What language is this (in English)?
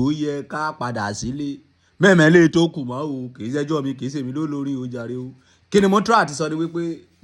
Yoruba